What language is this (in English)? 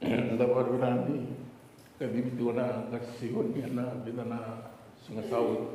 Fijian